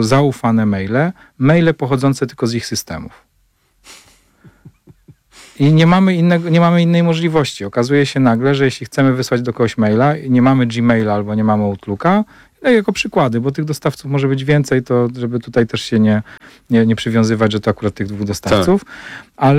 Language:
Polish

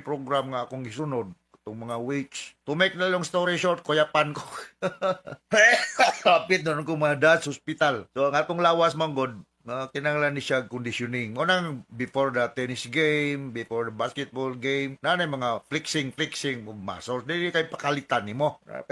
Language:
Cebuano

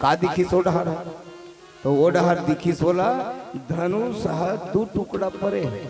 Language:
Chhattisgarhi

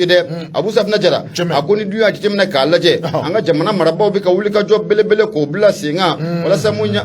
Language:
Bambara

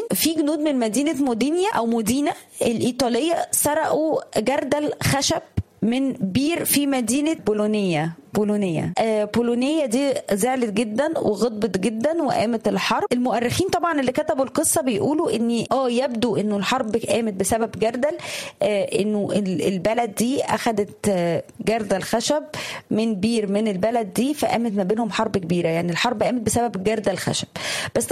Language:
Egyptian Arabic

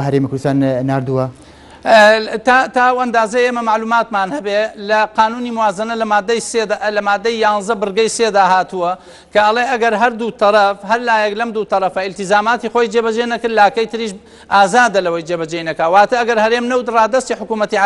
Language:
Central Kurdish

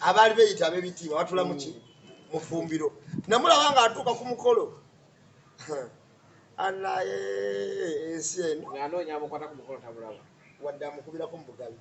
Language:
Ganda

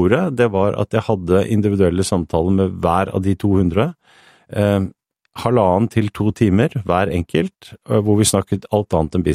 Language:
Norwegian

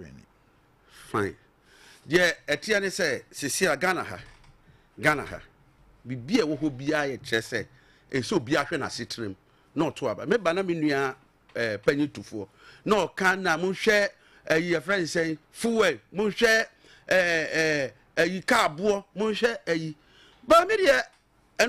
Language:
Akan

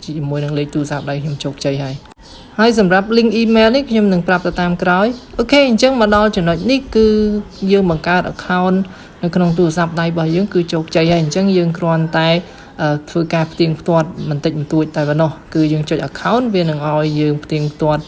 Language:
Khmer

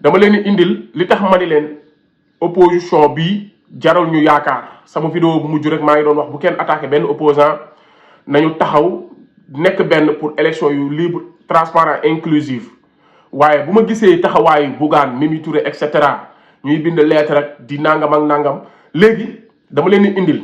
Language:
Wolof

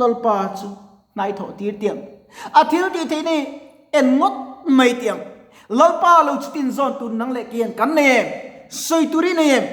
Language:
Mizo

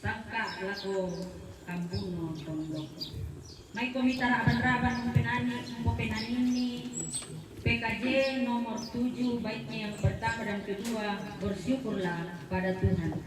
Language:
Toraja-Sa'dan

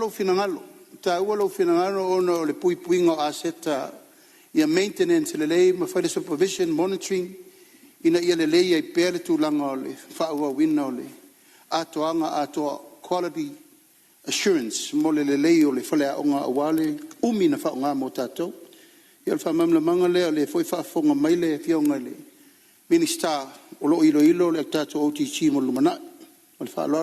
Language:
Samoan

